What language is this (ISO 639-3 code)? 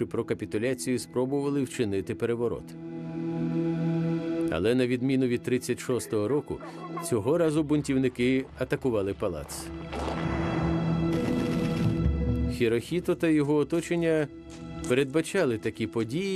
ukr